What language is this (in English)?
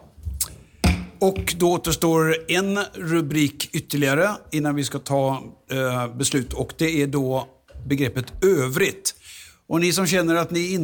Swedish